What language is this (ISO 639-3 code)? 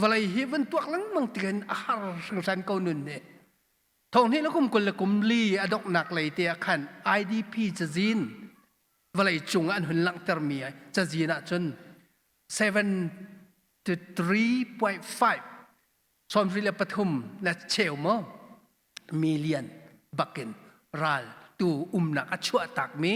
cnh